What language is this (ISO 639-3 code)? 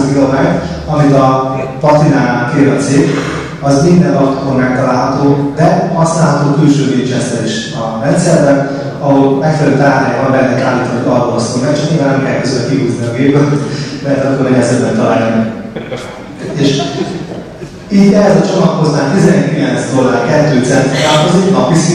hun